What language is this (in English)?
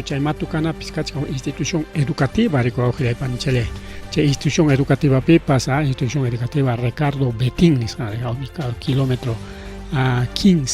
Ayacucho Quechua